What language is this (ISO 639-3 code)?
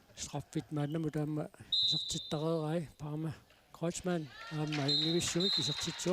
kal